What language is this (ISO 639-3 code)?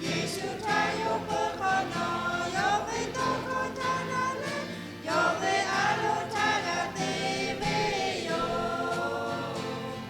lhu